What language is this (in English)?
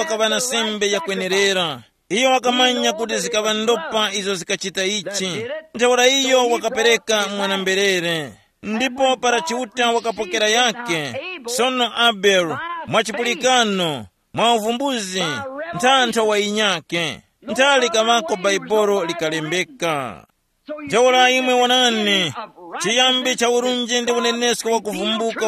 Tumbuka